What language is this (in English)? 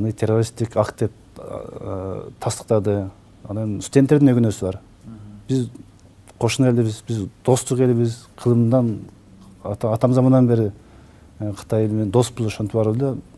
Kyrgyz